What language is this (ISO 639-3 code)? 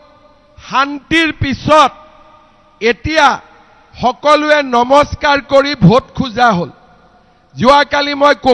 asm